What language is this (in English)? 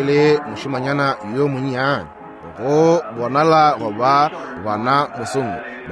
Northern Sotho